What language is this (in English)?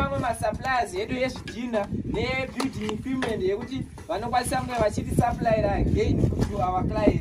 Shona